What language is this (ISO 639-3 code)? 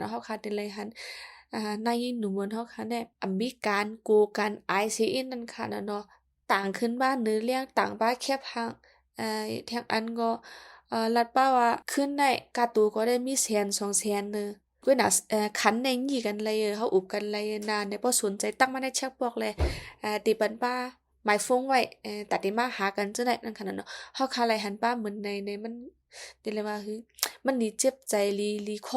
shn